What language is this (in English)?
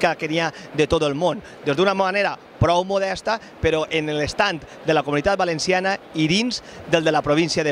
Catalan